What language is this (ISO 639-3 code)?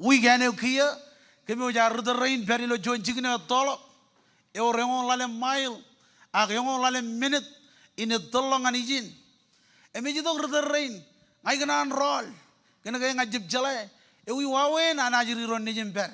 mah